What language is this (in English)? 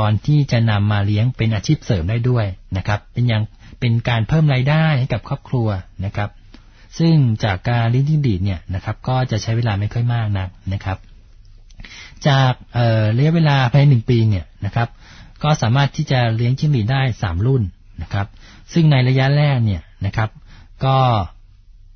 Thai